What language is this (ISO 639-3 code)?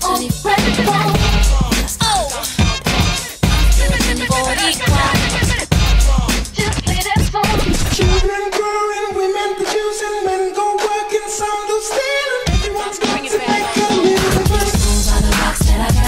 eng